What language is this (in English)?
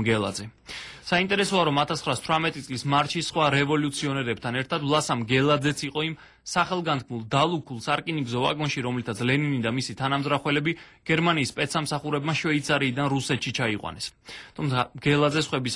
Georgian